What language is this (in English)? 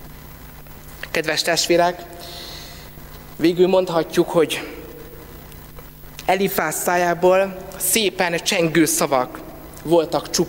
Hungarian